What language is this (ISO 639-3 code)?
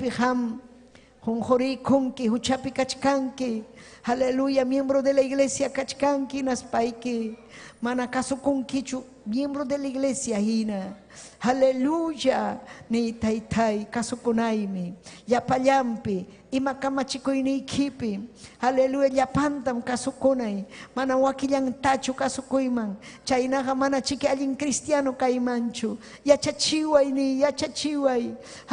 quy